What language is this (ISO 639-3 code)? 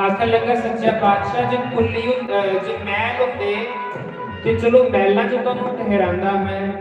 doi